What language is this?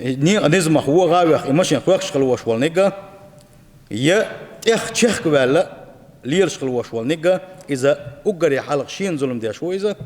Chechen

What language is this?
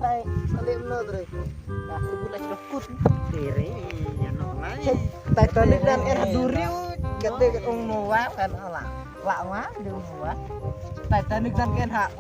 Khasi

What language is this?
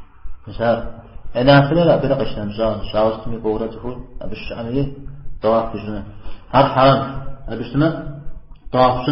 Kabardian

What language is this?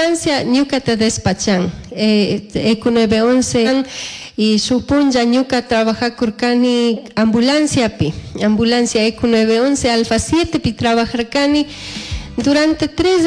Chimborazo Highland Quichua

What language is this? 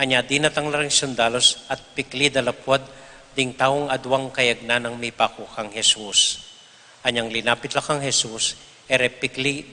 Pampanga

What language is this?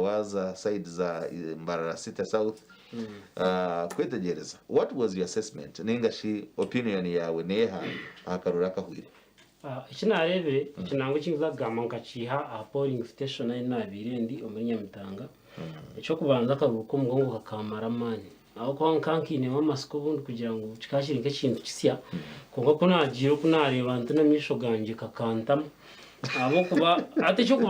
Nyankole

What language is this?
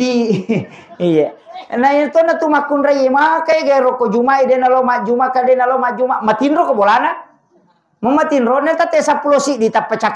Buginese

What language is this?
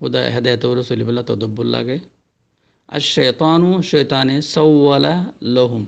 Rohingya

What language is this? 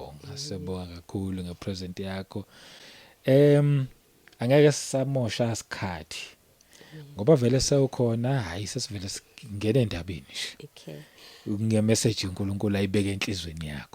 Zulu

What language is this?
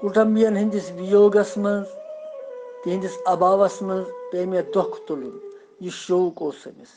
Kashmiri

